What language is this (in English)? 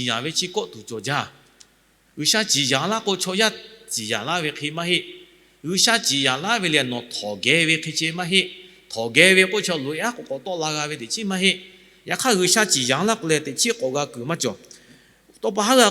Lahu